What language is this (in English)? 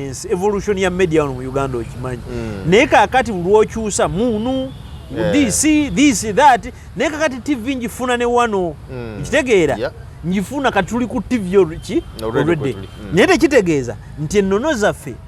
Ganda